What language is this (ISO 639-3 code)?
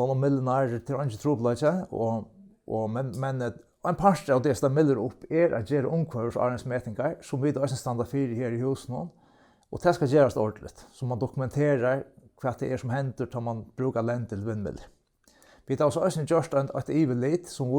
fao